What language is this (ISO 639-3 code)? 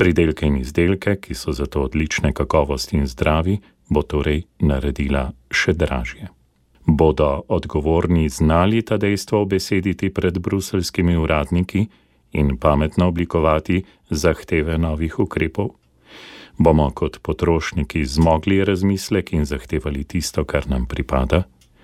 slv